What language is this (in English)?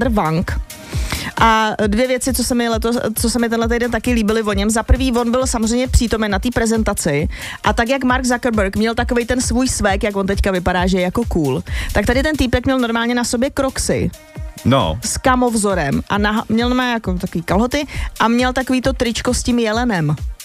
Czech